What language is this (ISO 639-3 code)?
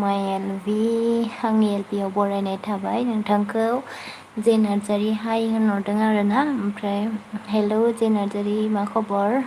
brx